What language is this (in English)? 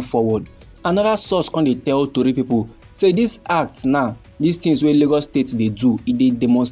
Nigerian Pidgin